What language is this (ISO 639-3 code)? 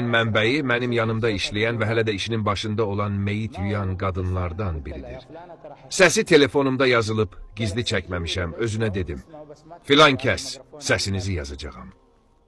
aze